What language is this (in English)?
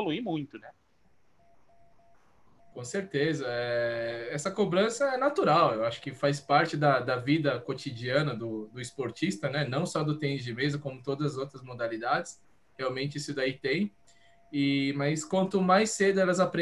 Portuguese